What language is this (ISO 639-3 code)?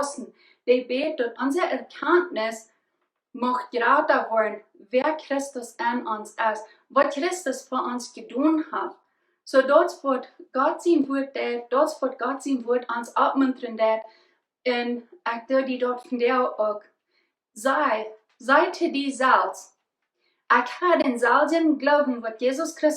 pdt